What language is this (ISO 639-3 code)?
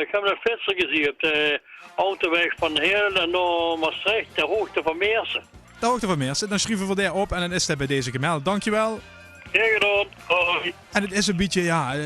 lim